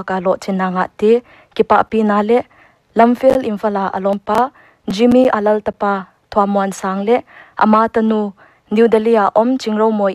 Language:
Paite Chin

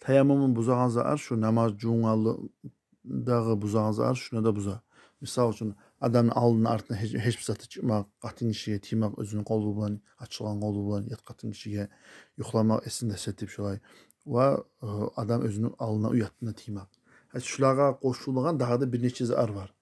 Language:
Kumyk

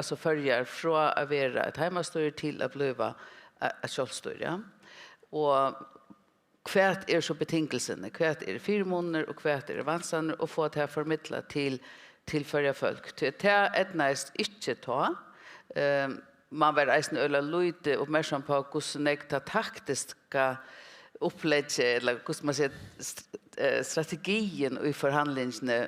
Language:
Faroese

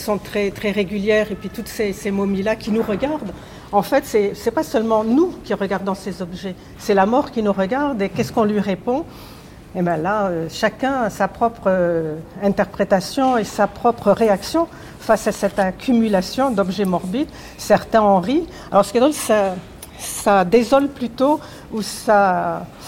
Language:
French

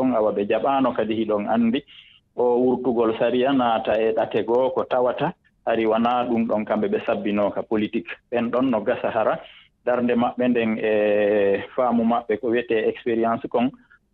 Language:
Fula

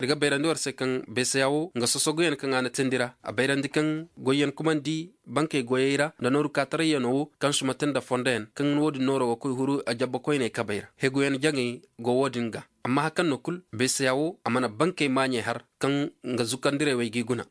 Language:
Zarma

